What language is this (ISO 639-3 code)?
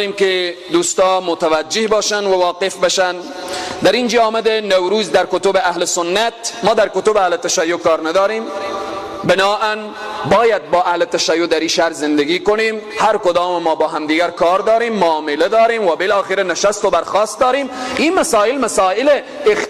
tgk